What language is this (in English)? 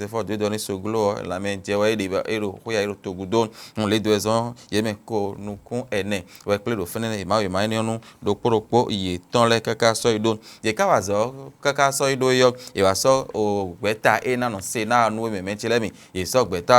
Fon